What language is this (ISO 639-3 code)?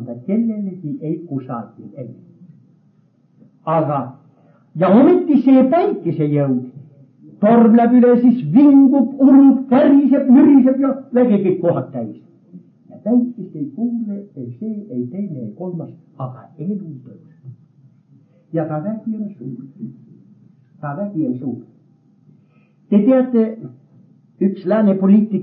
est